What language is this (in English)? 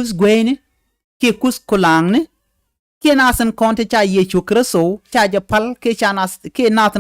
Nuer